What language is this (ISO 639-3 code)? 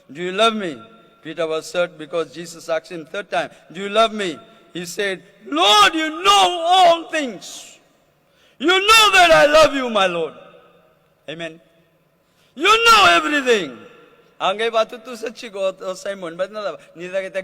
fij